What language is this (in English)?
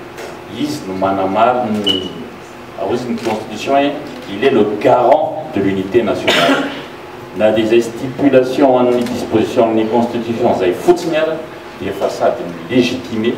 Malagasy